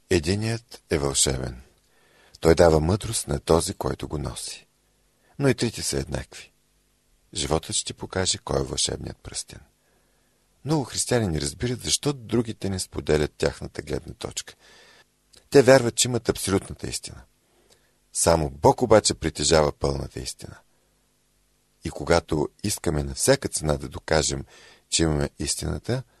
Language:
Bulgarian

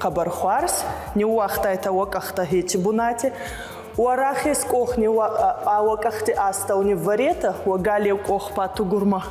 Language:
Ossetic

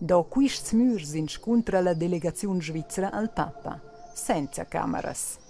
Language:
Romansh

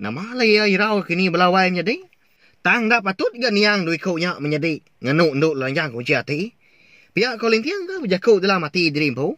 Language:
Iban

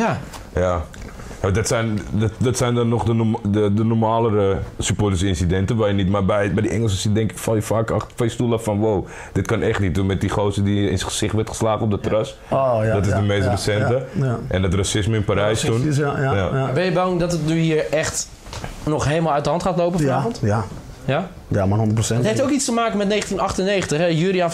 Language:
Dutch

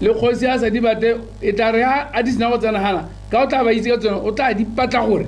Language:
Tswana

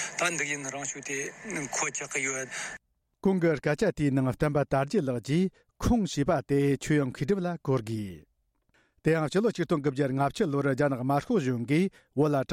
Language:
Tibetan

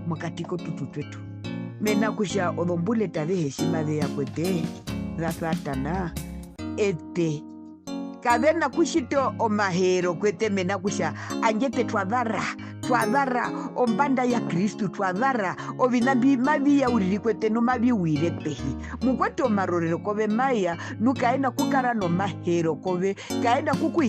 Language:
Herero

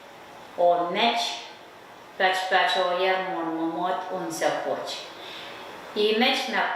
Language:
Pohnpeian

